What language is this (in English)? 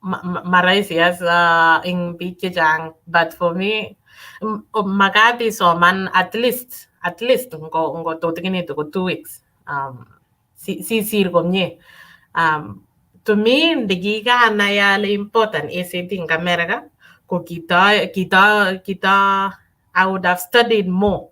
Kalenjin